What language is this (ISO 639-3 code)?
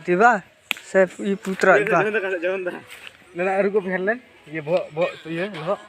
sat